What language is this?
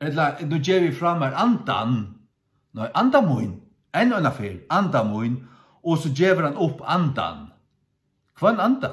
Faroese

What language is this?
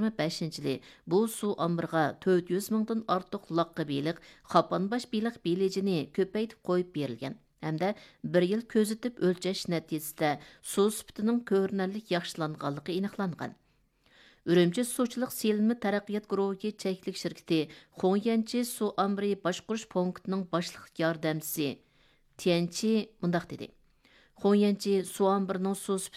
Uyghur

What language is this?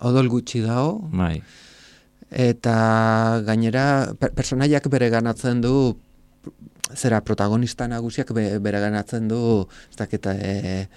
Basque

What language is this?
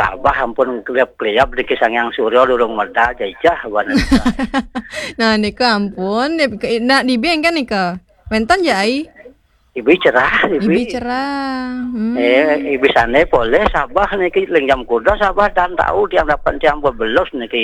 Balinese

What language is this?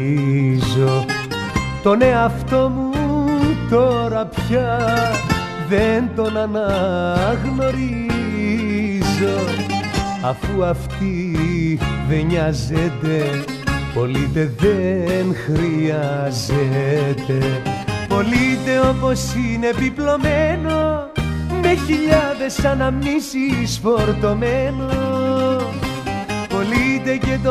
Greek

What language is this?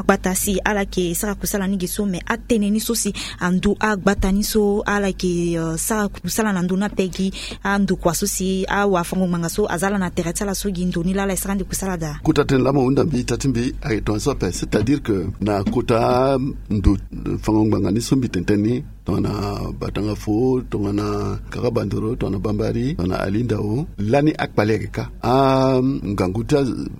Sango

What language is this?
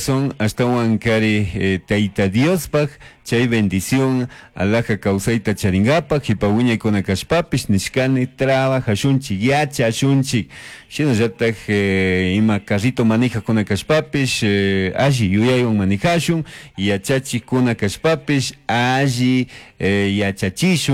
Chimborazo Highland Quichua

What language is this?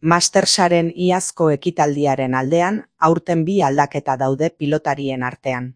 Basque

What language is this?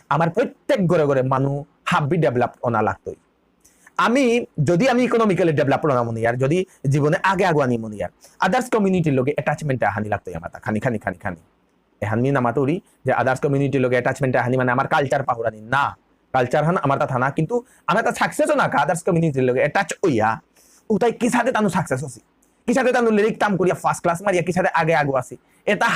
Bishnupriya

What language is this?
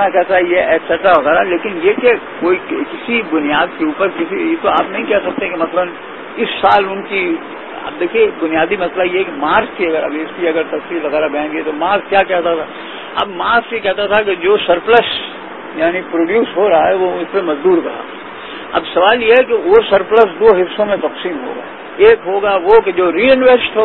Urdu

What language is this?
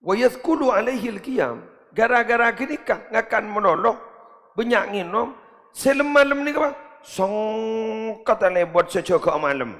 Madurese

